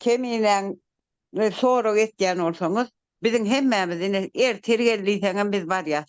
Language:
Turkmen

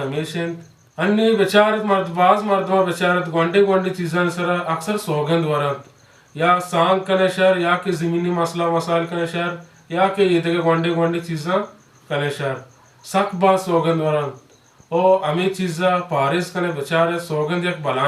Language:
Baluchi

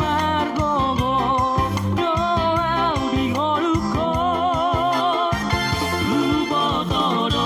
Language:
Batak Toba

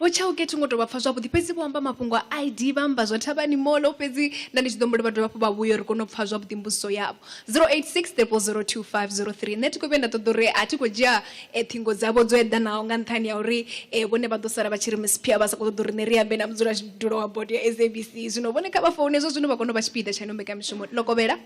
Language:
Venda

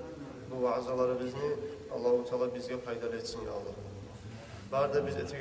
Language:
Kumyk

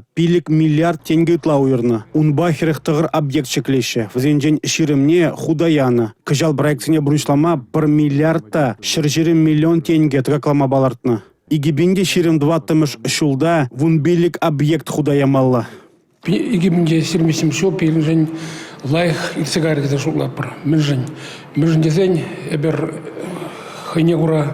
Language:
Chuvash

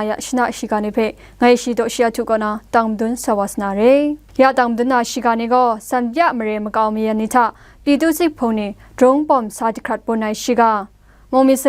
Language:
Kachin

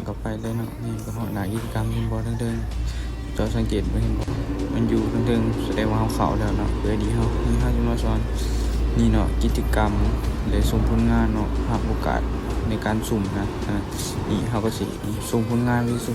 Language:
Lao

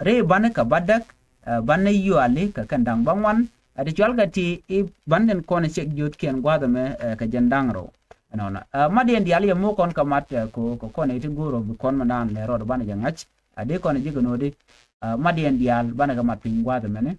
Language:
Nuer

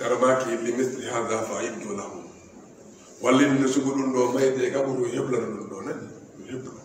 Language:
Fula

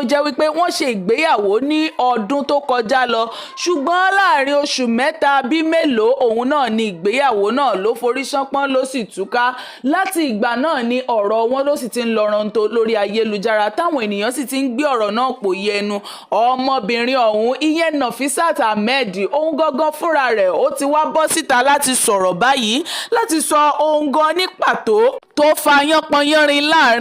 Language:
Yoruba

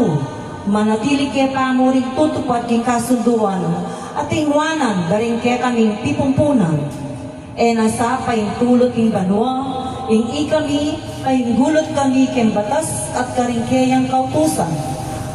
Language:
Pampanga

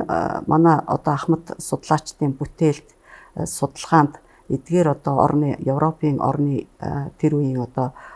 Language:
Mongolian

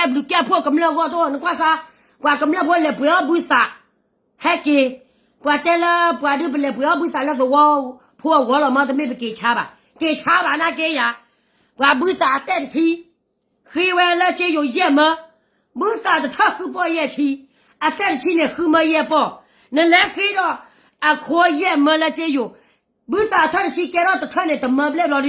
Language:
S'gaw Karen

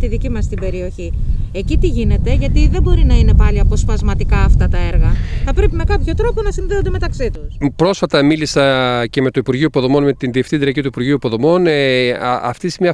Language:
Greek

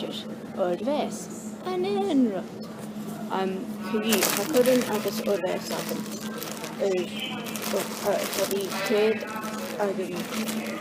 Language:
Scottish Gaelic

